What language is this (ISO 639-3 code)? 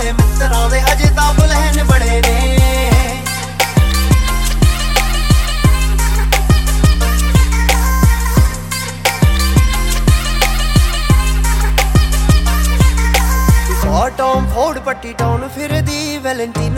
pan